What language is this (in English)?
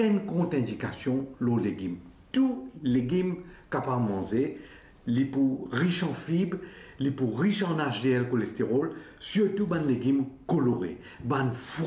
Morisyen